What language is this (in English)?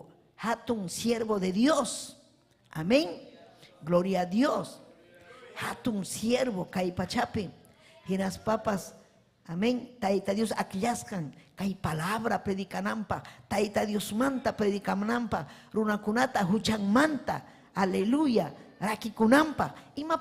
Ayacucho Quechua